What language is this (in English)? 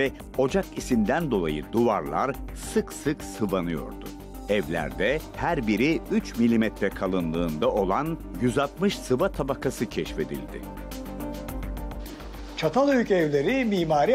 Turkish